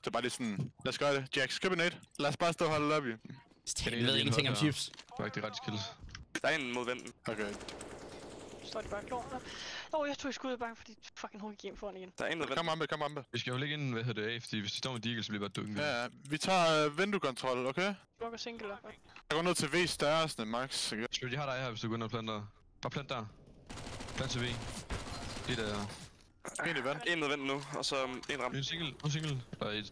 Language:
Danish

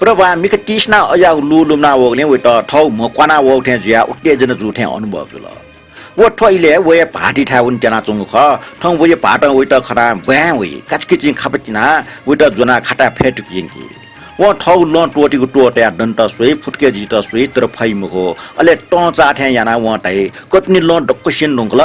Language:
Newari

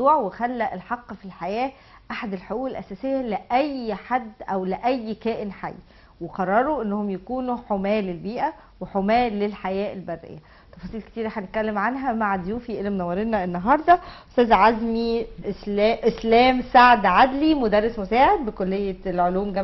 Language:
Egyptian Arabic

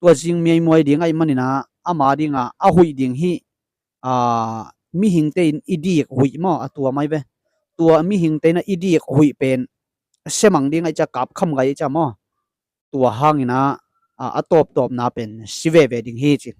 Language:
Tedim Chin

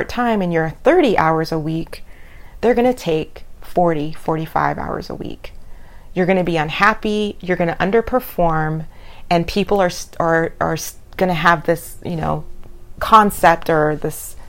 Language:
English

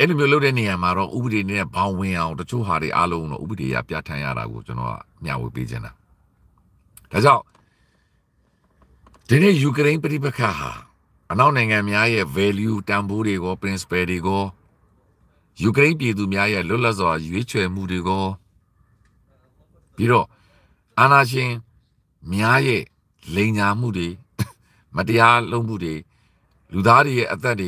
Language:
Burmese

